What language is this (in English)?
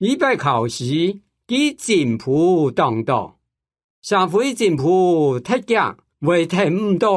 Hakka Chinese